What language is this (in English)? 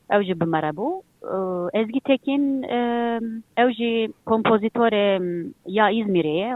Kurdish